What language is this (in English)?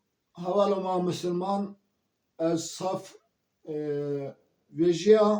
Zaza